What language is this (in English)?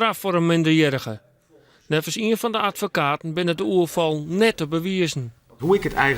Western Frisian